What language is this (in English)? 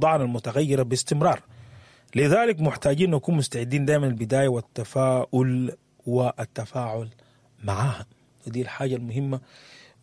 Sudanese Arabic